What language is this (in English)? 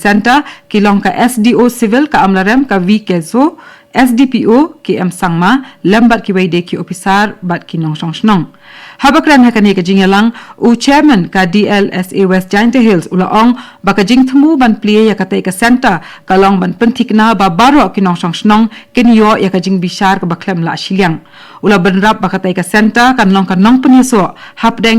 Khasi